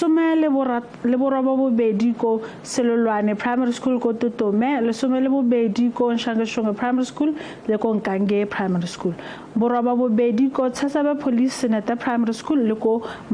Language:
Tswana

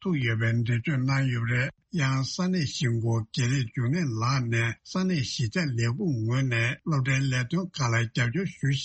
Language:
Tibetan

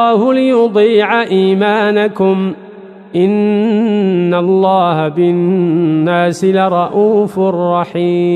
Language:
Arabic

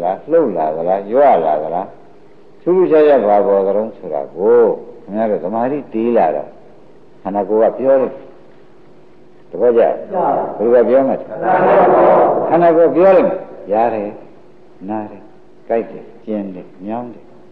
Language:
Burmese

